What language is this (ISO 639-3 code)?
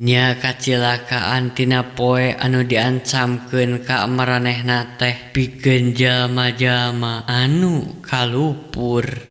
sun